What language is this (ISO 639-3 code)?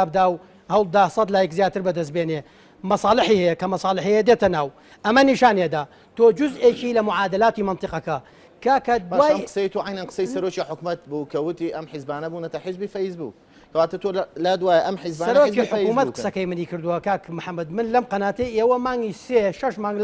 ckb